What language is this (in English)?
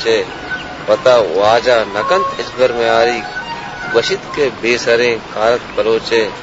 Baluchi